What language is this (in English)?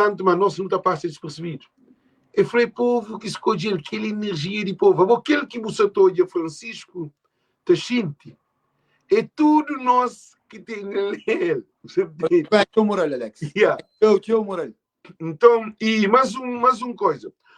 Kabuverdianu